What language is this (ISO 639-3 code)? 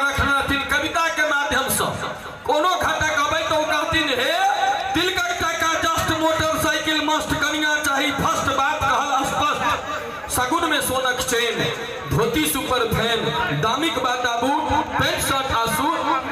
mai